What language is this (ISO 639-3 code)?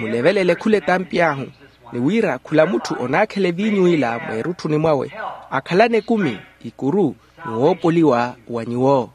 vmw